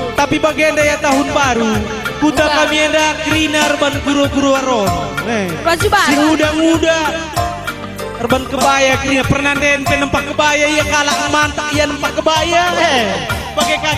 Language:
Batak Karo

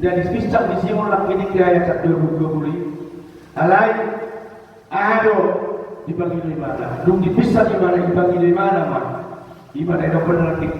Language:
Batak Toba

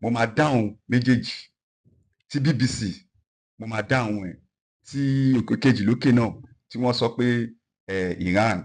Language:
Yoruba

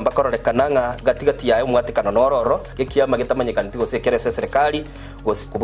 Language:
Gusii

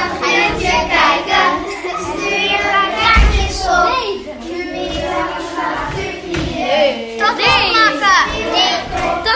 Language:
Dutch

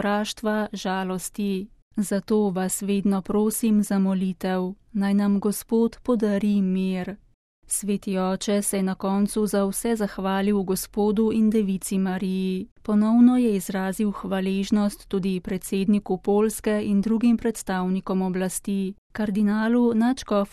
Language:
Slovenian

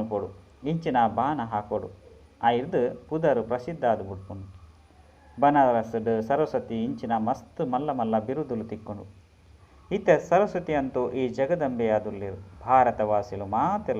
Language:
Tulu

